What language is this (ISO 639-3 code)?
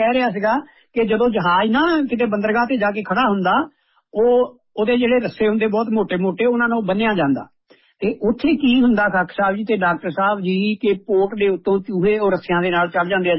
pan